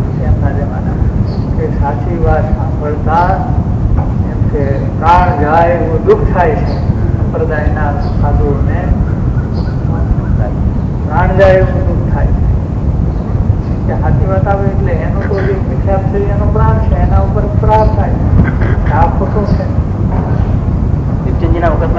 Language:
Gujarati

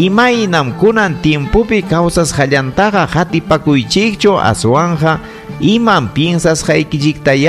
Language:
Ayacucho Quechua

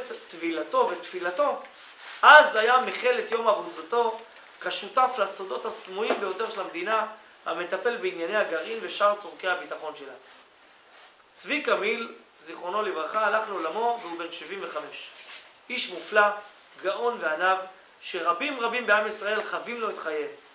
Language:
Hebrew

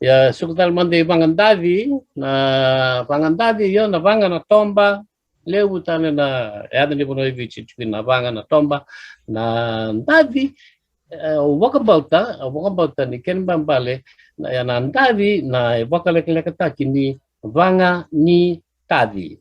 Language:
Fijian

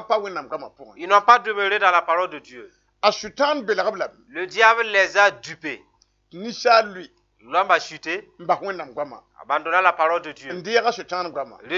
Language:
Mossi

